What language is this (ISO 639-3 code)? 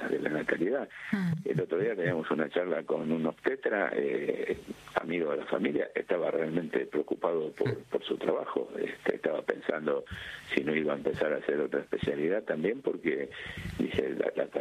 spa